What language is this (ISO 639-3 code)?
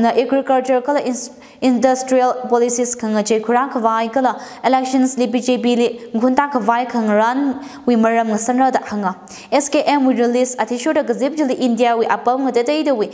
nmf